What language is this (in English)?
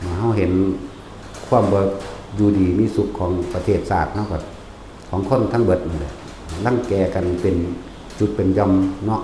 Northeastern Thai